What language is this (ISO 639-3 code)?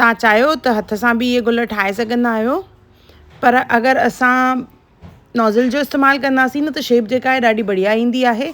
snd